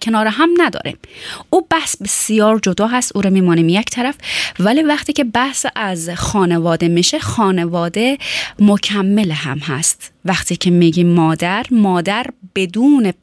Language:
Persian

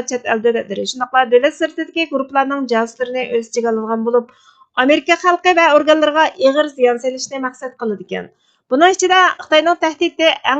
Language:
Uyghur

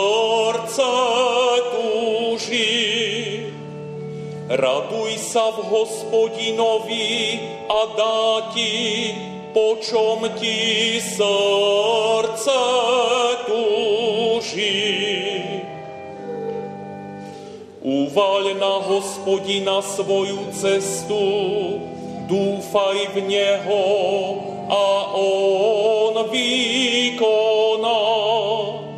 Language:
Slovak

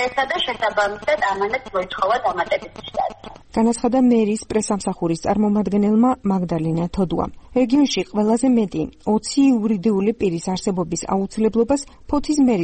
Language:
Georgian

